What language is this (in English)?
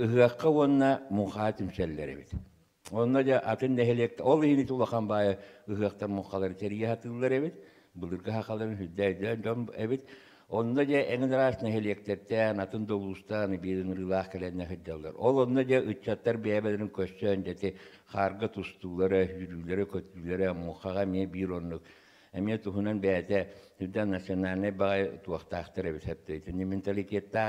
Yakut